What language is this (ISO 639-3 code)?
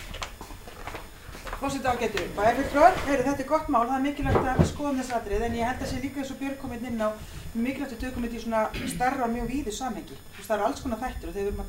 isl